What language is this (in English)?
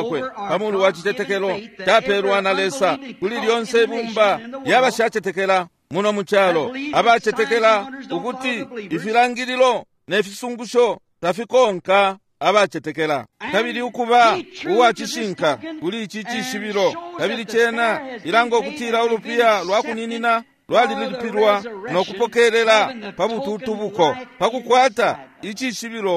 Bemba